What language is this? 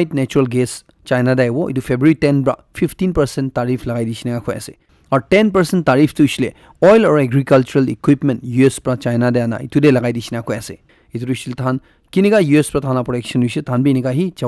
Naga Pidgin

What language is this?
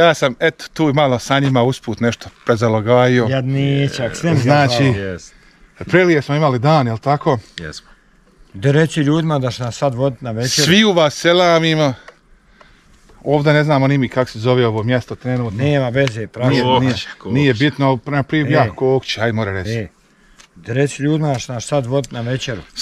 Bosnian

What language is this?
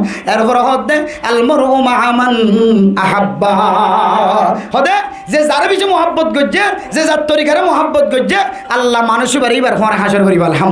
Rohingya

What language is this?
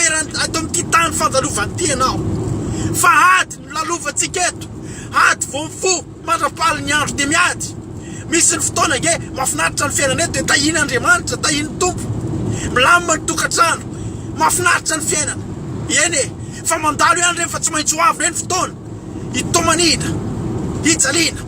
Malagasy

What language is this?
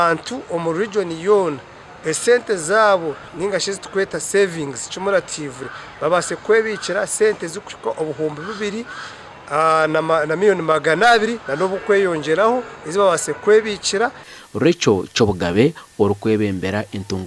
Nyankole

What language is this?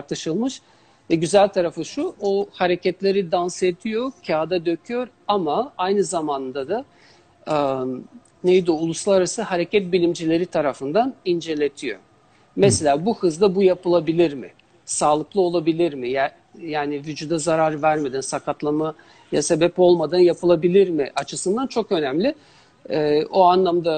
Turkish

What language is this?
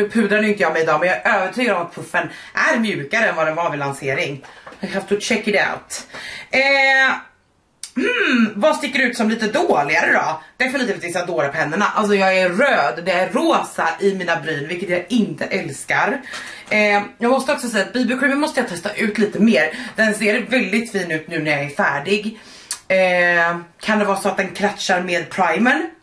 Swedish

